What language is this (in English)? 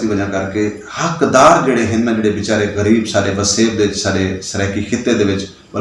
Saraiki